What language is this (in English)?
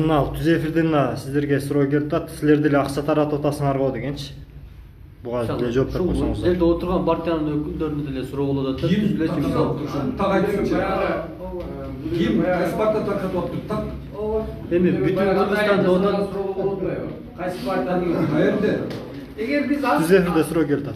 Kyrgyz